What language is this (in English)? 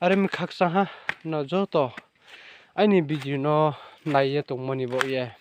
Riang (India)